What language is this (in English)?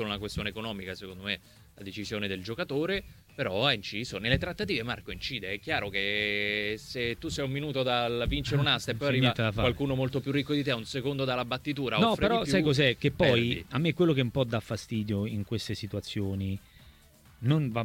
Italian